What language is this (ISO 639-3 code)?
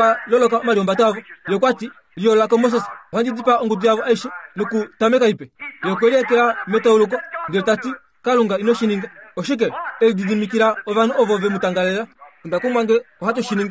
kua